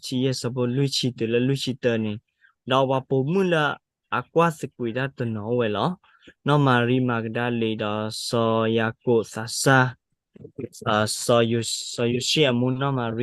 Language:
S'gaw Karen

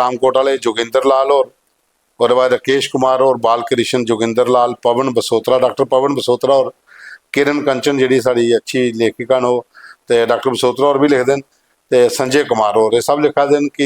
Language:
Dogri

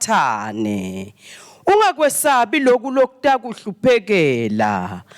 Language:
Swati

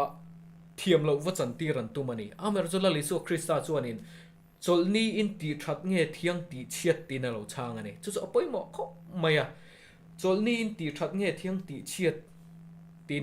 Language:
Mizo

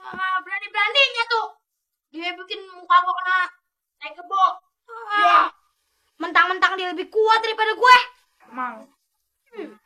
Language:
Betawi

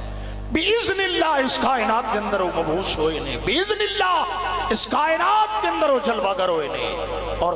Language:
Urdu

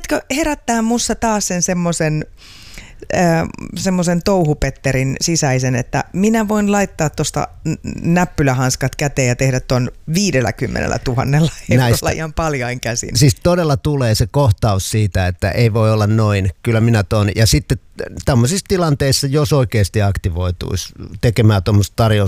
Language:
Finnish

